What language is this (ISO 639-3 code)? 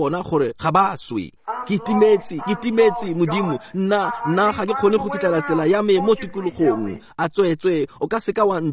tsn